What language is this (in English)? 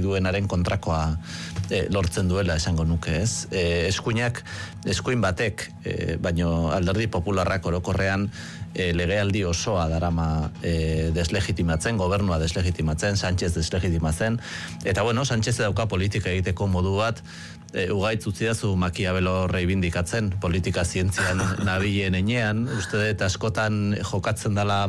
Basque